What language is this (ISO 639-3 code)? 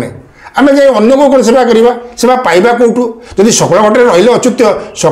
ori